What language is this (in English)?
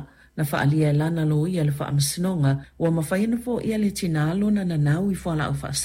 Samoan